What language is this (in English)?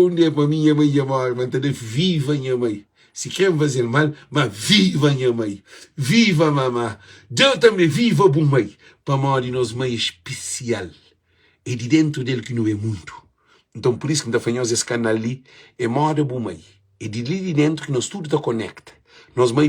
Kabuverdianu